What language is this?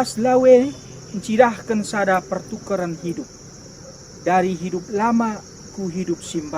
Batak Karo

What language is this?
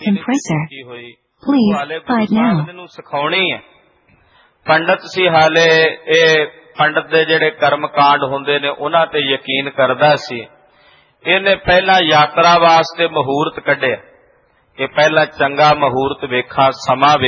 Punjabi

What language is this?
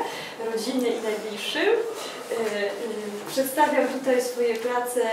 Polish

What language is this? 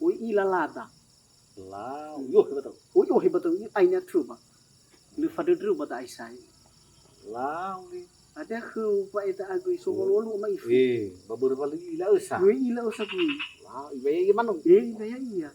Nias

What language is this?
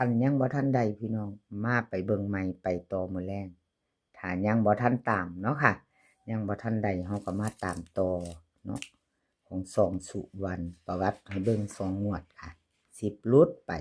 Northeastern Thai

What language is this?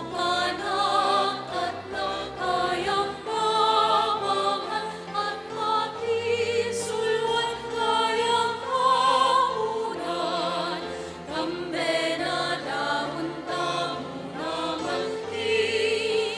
Pampanga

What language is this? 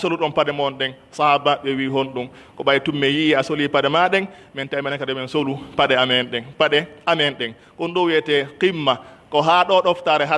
Pular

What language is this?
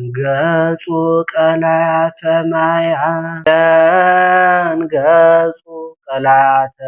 Amharic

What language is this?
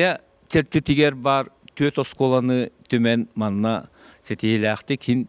Yakut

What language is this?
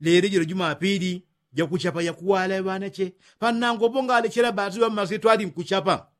Yao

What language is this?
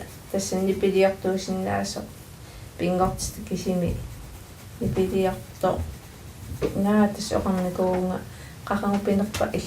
Kalaallisut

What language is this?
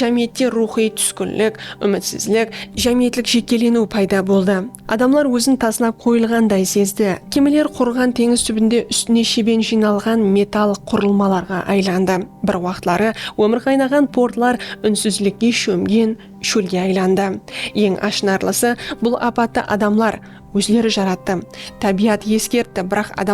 Kara-Kalpak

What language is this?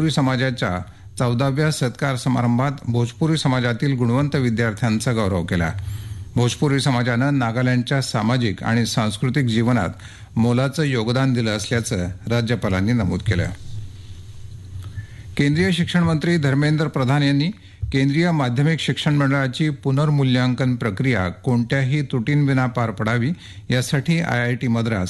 Marathi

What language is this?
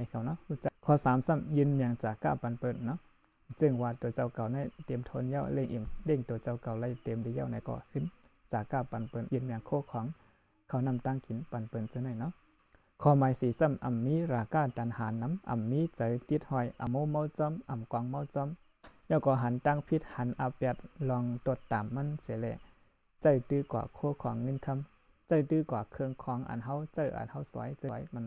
Shan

